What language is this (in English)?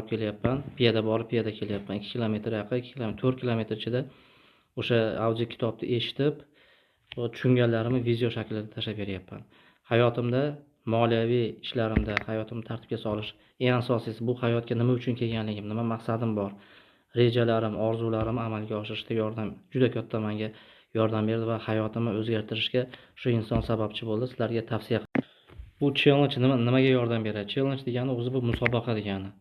Uzbek